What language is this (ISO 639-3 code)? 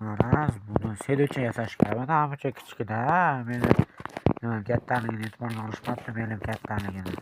uzb